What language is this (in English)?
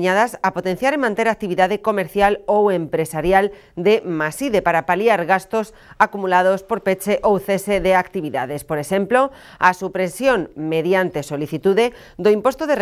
Galician